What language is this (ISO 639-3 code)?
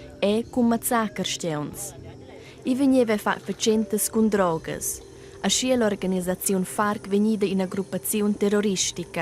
roh